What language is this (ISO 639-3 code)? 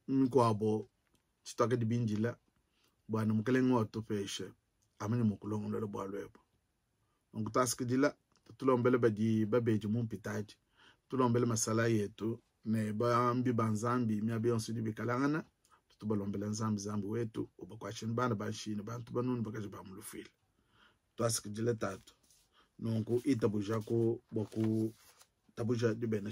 lua